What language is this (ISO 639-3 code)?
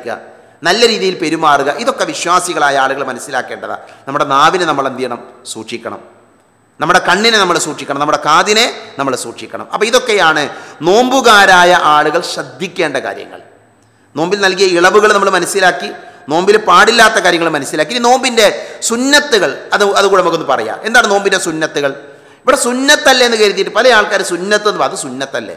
mal